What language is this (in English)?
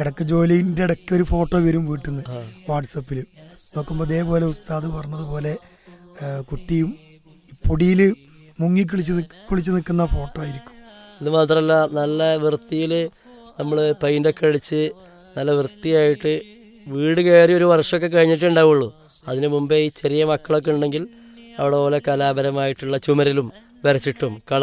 Malayalam